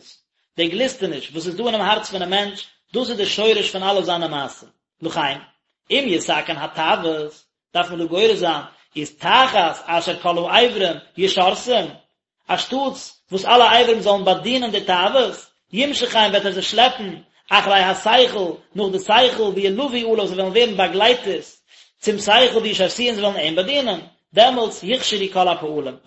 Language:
Yiddish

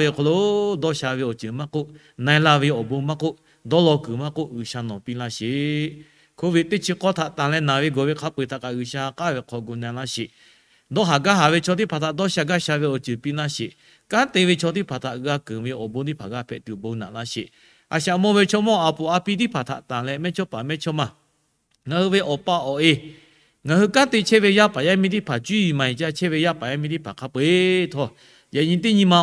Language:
Lahu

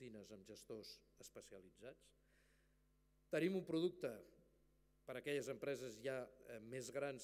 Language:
Catalan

